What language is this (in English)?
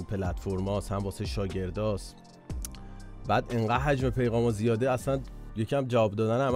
Persian